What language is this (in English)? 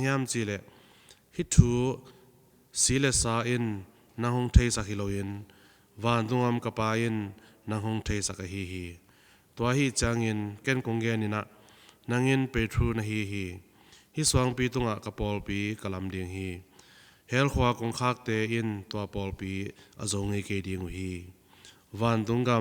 Tedim Chin